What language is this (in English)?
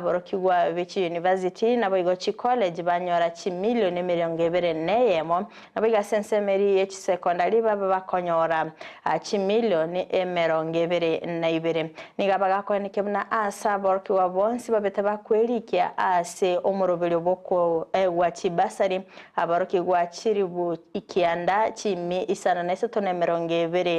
Gusii